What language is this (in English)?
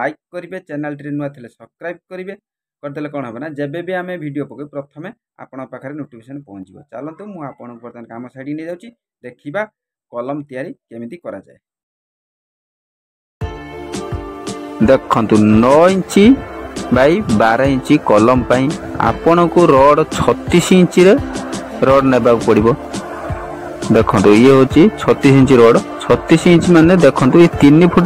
Odia